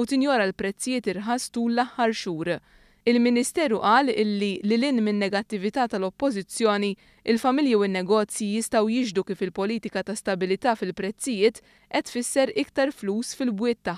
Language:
Maltese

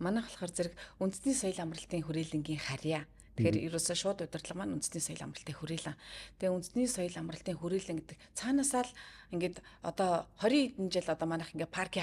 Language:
Mongolian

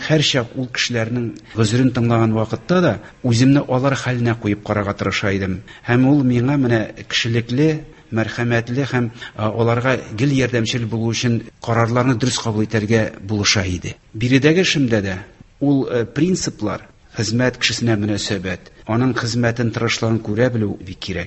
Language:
Tatar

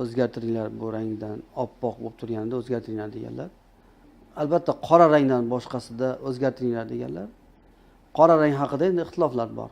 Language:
Uzbek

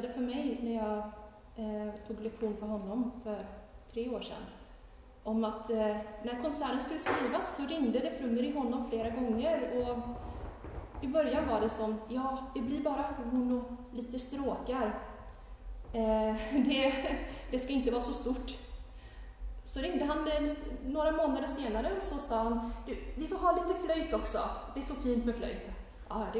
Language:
Swedish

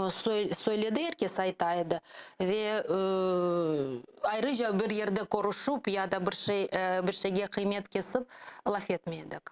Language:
Crimean Tatar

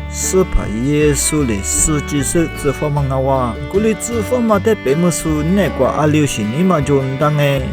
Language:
Lisu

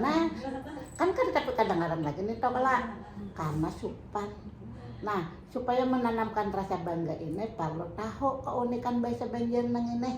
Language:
Banjar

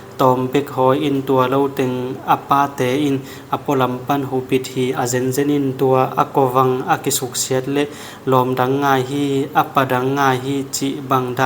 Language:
Tedim Chin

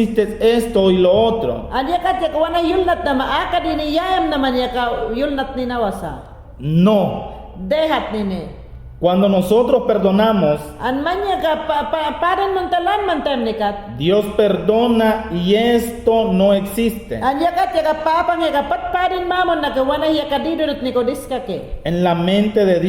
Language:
Mayangna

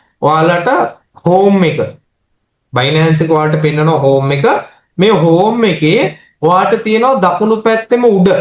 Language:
Sinhala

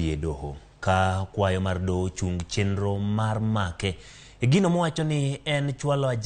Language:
Luo (Kenya and Tanzania)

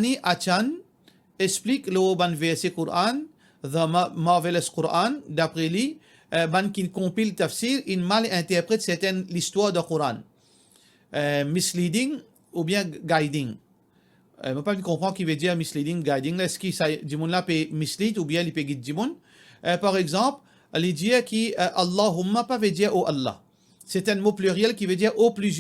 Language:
Morisyen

